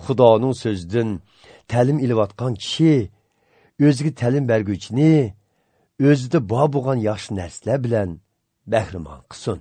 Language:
Uyghur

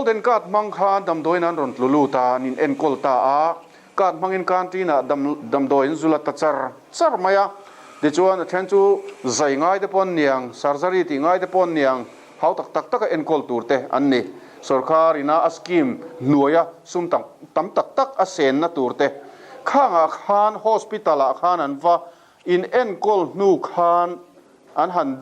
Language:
Mizo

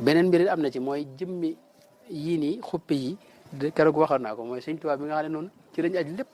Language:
Wolof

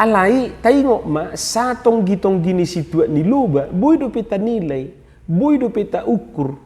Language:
Batak Toba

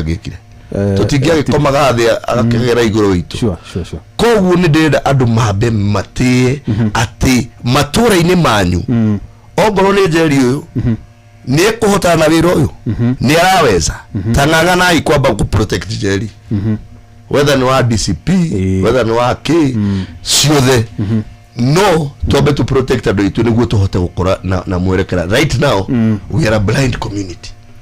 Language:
Kikuyu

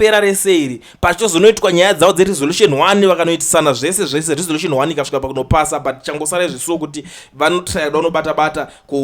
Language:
Shona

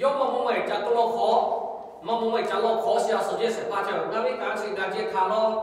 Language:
Lahu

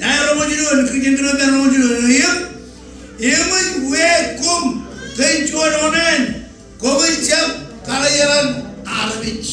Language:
Marshallese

